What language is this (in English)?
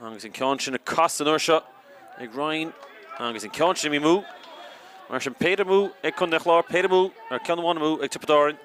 Irish